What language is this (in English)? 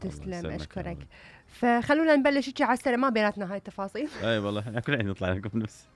Mesopotamian Arabic